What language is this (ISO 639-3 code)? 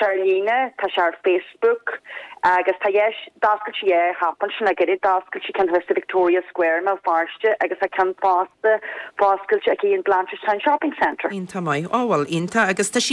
gle